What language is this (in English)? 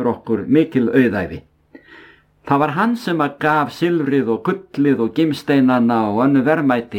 Icelandic